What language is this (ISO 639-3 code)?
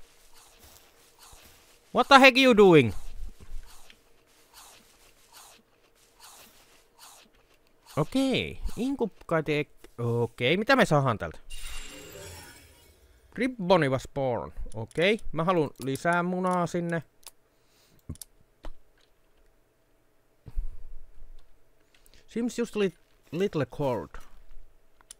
fin